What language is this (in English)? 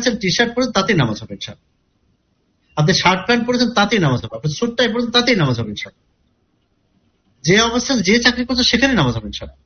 Bangla